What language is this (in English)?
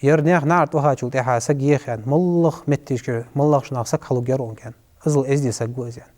Ingush